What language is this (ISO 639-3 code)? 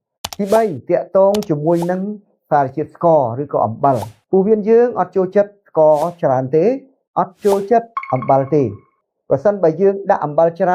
khm